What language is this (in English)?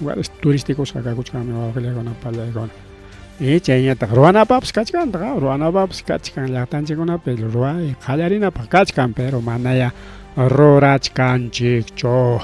Ayacucho Quechua